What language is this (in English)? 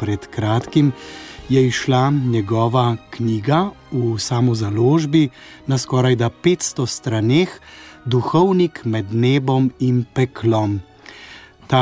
Slovenian